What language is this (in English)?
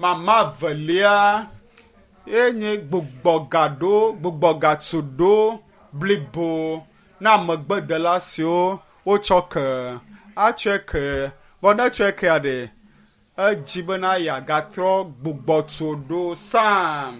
Ewe